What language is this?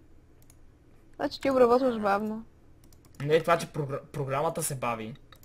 Bulgarian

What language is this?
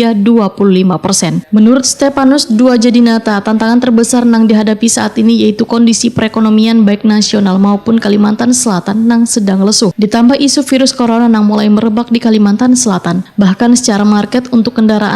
Banjar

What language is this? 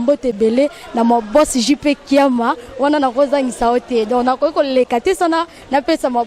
Lingala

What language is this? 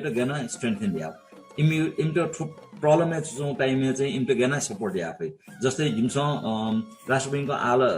Newari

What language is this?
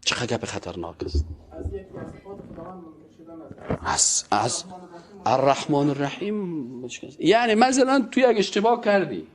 Persian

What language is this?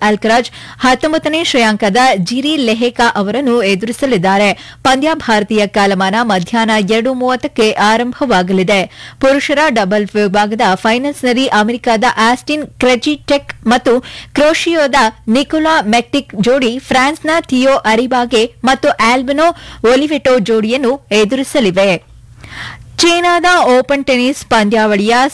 Kannada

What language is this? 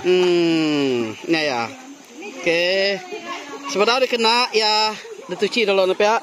Iban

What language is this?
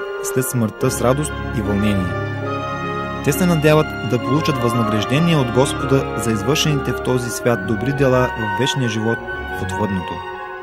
Bulgarian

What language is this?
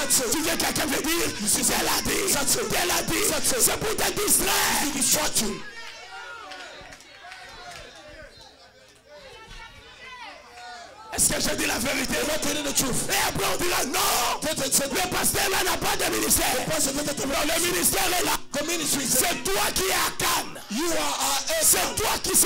French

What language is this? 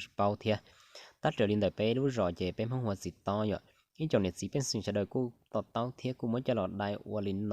Hmong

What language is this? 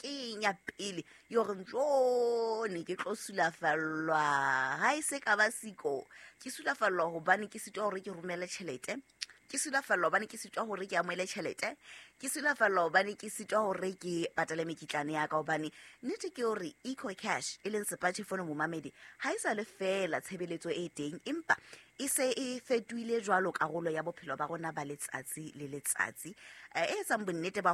Southern Sotho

